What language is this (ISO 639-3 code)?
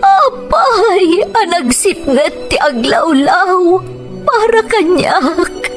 ilo